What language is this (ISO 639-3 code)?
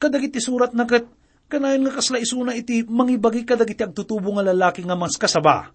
ilo